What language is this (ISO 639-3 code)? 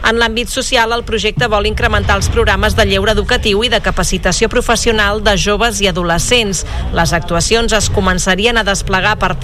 cat